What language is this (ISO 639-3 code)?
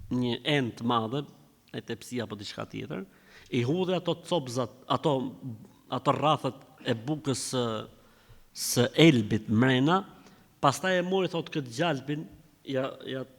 sqi